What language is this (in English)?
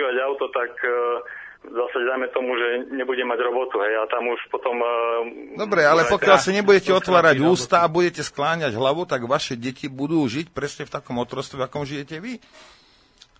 Slovak